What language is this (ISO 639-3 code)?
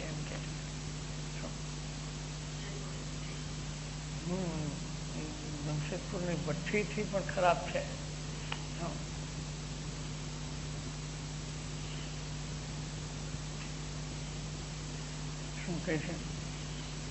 guj